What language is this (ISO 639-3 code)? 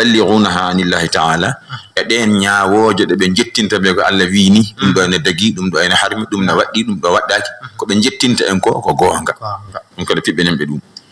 ful